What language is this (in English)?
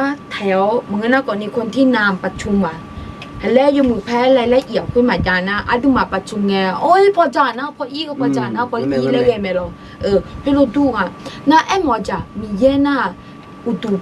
Akha